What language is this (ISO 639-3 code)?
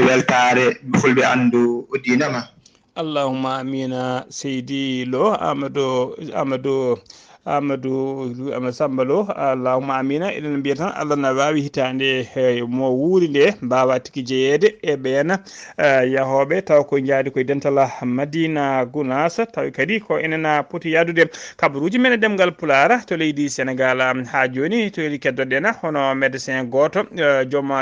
ful